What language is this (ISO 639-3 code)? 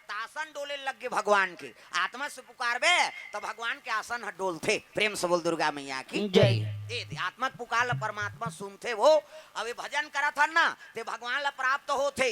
hne